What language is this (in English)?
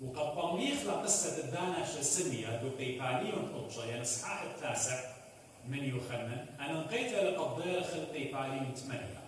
Assyrian Neo-Aramaic